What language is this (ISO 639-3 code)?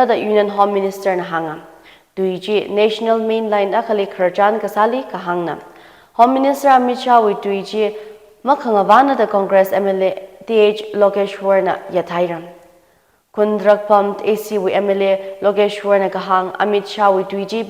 nmf